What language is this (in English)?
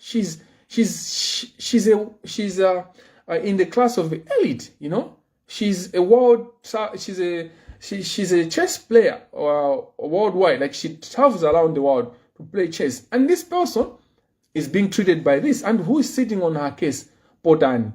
Nyanja